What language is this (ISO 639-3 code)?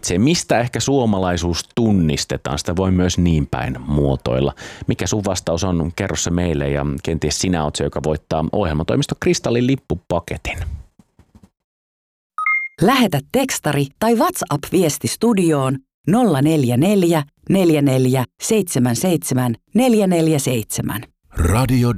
fin